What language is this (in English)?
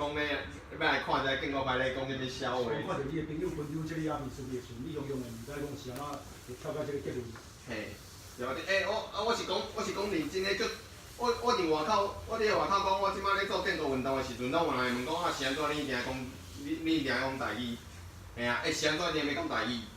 Min Nan Chinese